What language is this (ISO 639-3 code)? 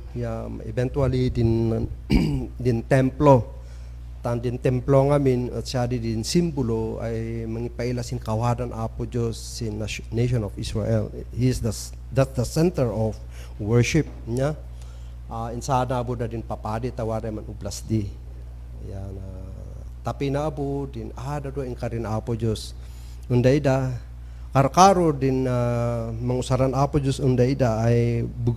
kne